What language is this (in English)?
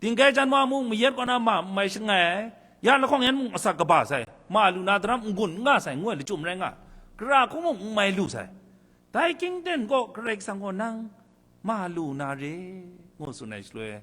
Kachin